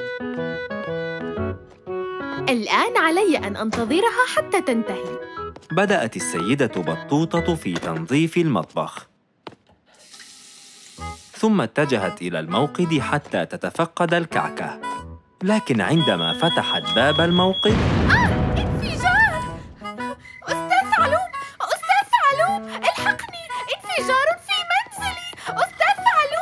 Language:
Arabic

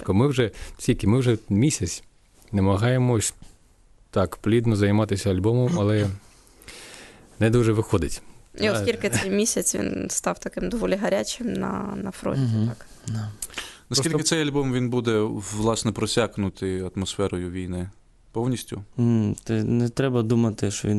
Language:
Ukrainian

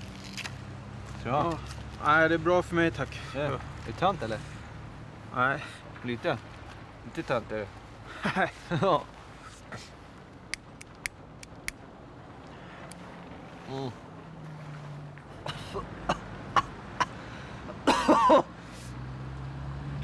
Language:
Swedish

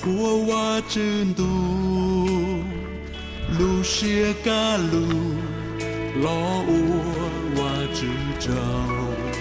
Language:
Hmong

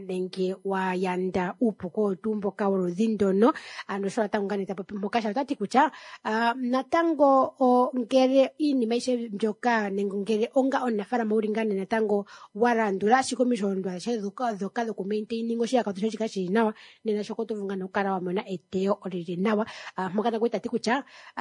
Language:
Kuanyama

